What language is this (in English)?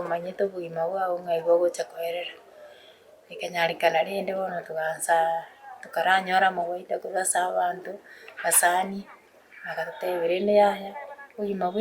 Gusii